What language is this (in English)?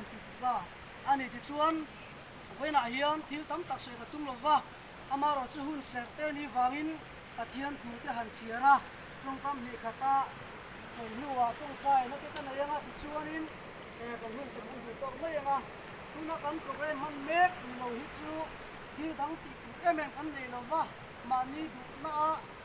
Mizo